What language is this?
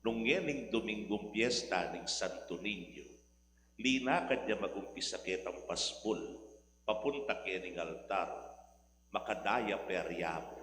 Pampanga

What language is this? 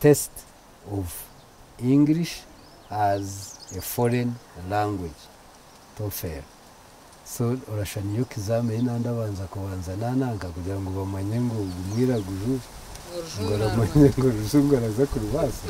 Nyankole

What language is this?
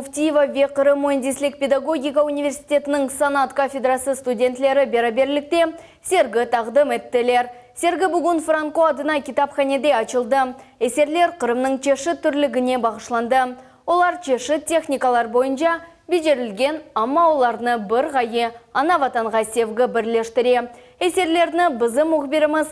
Crimean Tatar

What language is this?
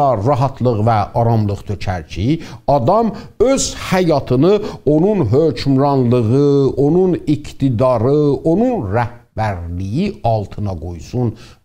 South Azerbaijani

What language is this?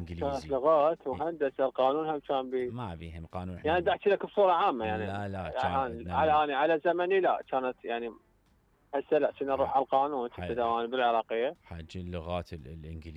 Mesopotamian Arabic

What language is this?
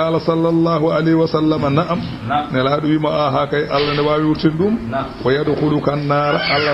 Fula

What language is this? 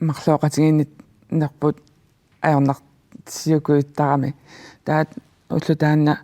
Kalaallisut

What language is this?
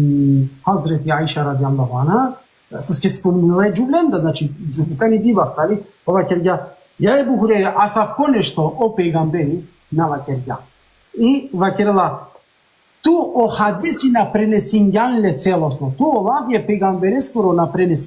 Balkan Romani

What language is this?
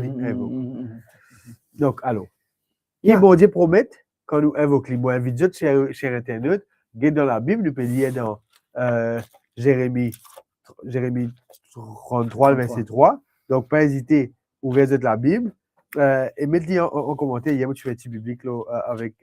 Morisyen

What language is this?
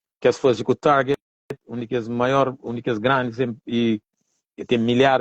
Kabuverdianu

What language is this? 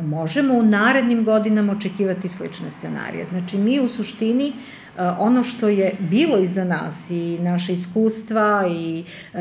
Serbian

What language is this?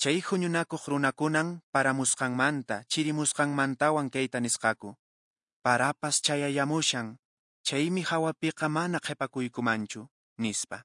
Quechua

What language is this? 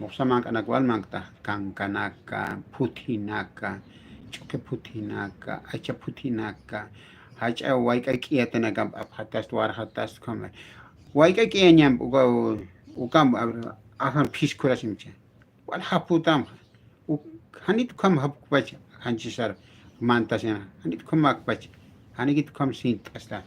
Aymara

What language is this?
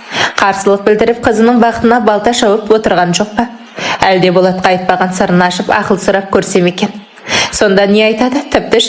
Kazakh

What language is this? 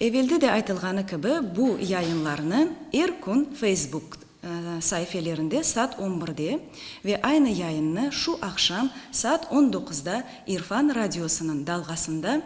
Crimean Tatar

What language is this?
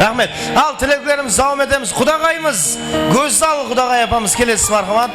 Kara-Kalpak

